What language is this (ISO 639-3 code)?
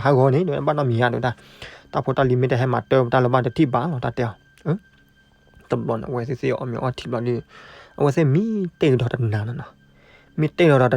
ksw